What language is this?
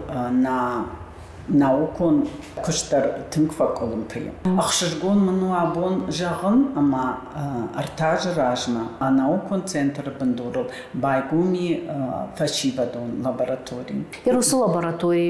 Ossetic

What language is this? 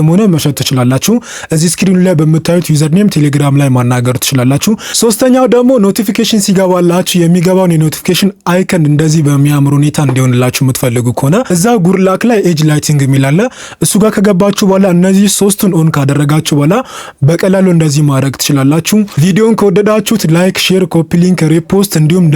Amharic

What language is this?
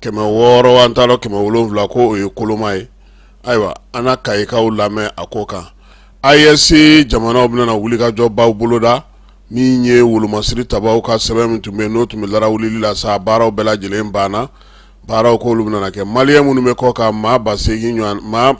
Bambara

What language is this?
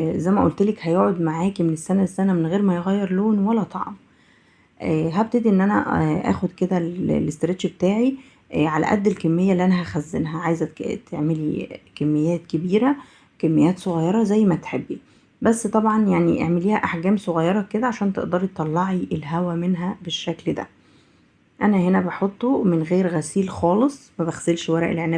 Egyptian Arabic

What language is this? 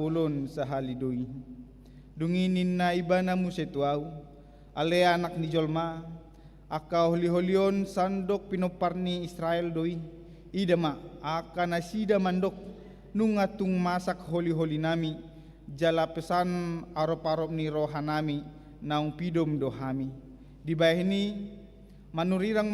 Batak Toba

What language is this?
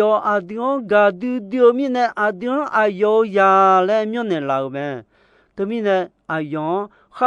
Akha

